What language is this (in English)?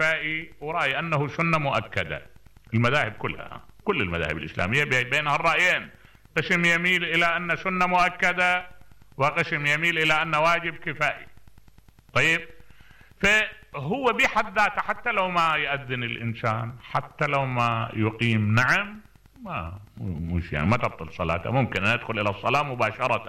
Mesopotamian Arabic